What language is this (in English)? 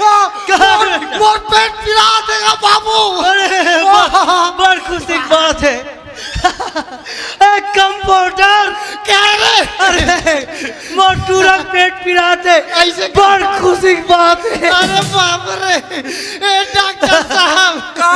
Chhattisgarhi